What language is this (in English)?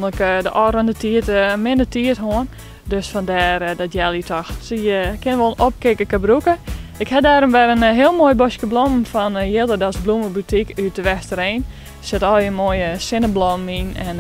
Western Frisian